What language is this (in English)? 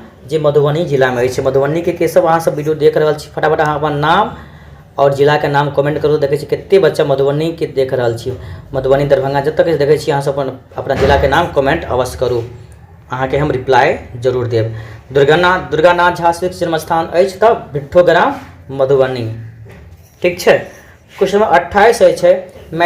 Maithili